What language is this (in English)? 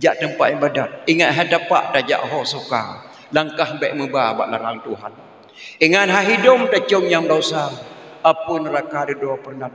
Achinese